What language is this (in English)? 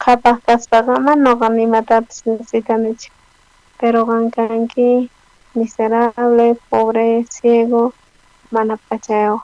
South Bolivian Quechua